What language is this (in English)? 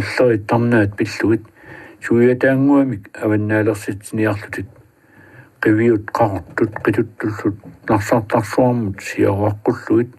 Kalaallisut